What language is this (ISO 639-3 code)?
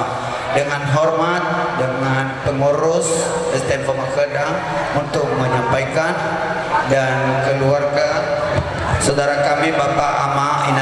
nia